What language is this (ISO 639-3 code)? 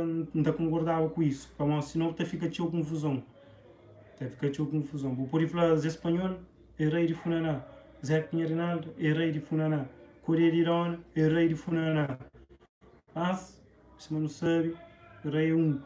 kea